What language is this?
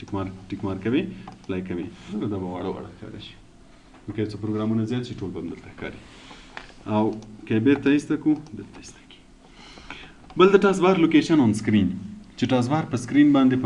Pashto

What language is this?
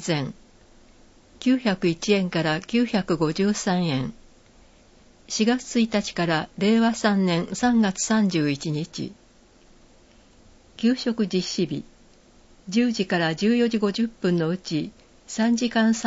Japanese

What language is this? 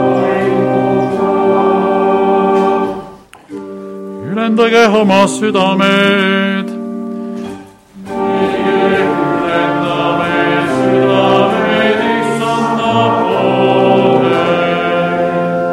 Estonian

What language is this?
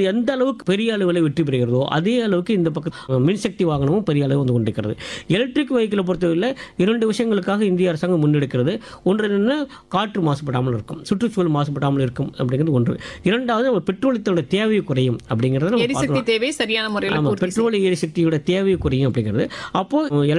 Tamil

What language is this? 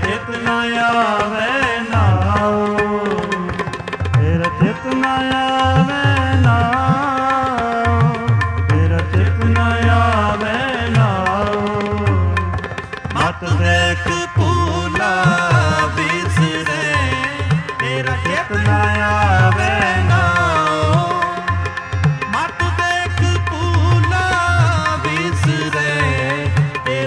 Punjabi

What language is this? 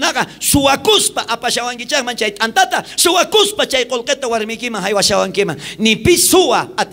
South Bolivian Quechua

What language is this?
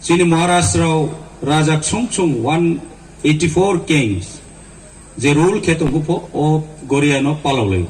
Riang (India)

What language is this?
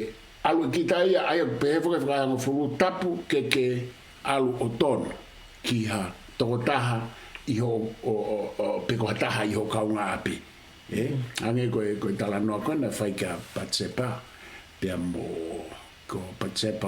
Tongan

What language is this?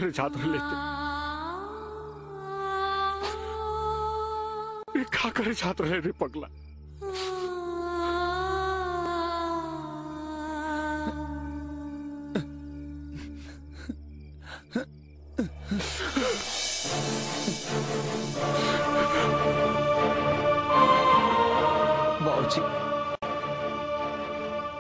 Bhojpuri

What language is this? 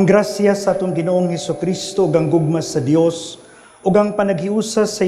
Cebuano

